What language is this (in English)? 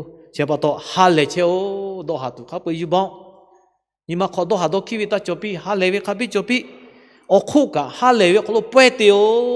Lahu